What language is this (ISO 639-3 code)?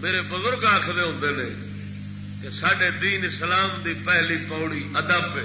skr